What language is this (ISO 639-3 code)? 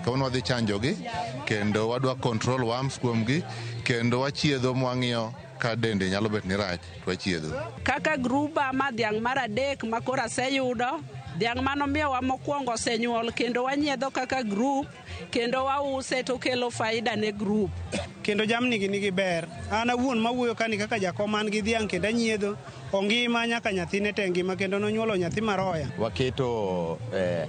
luo